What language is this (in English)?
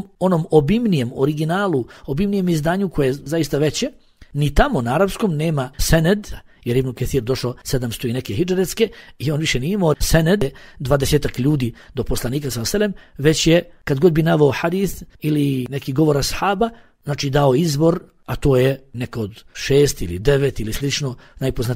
Bosnian